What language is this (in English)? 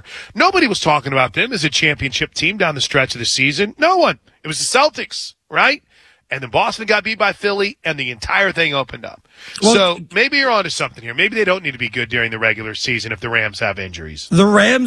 English